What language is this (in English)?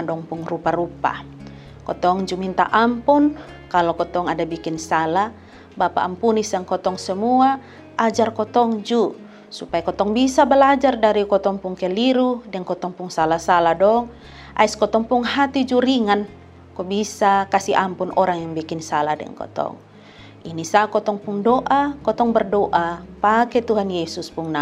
Kupang Malay